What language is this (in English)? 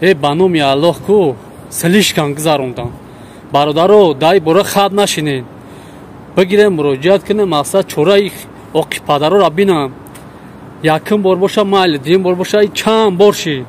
Tajik